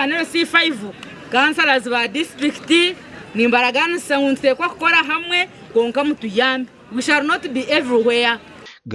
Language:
Nyankole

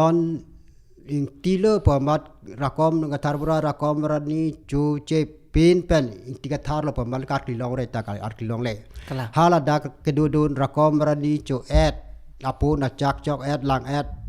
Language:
Karbi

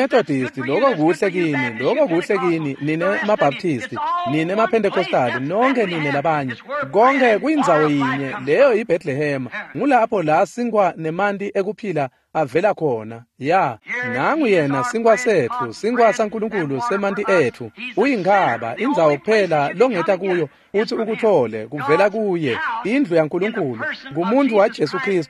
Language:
Swati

